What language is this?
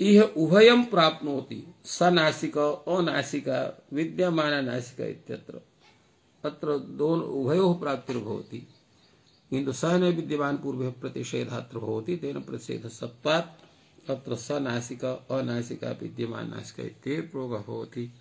Sanskrit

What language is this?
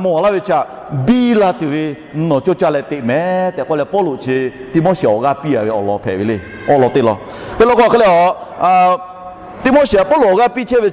Lahu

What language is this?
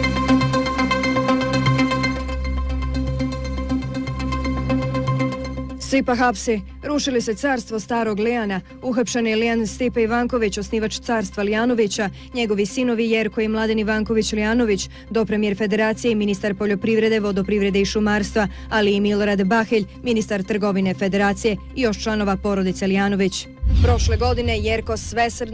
Bosnian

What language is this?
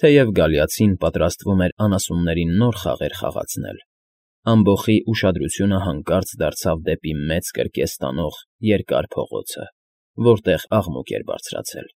Armenian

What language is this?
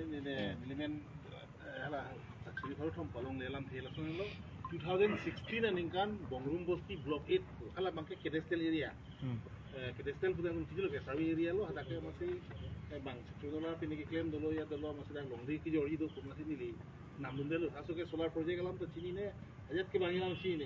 Karbi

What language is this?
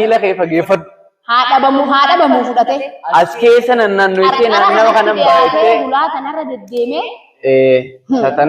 Oromo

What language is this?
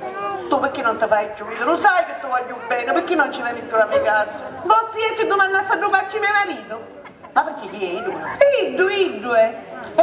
Sicilian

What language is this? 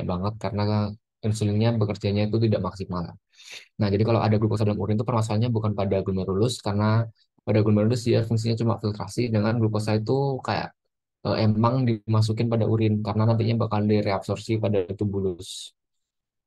Indonesian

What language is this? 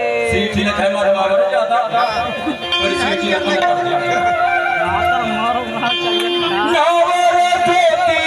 Chhattisgarhi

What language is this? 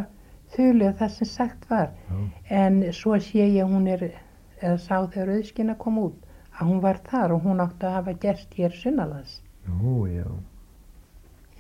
Icelandic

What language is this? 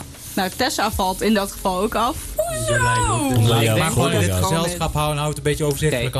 Dutch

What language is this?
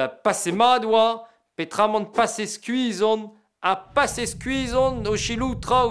Breton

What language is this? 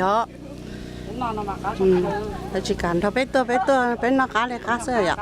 Hmong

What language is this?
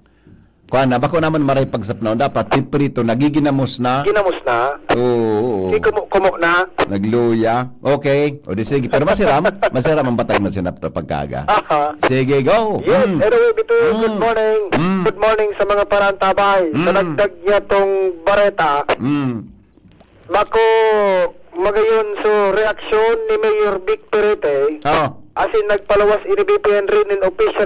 Bikol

